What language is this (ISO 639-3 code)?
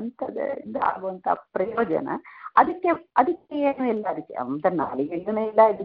kan